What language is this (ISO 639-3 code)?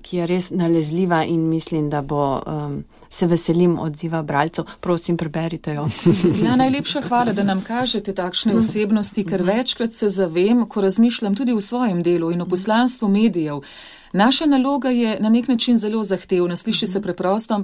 slv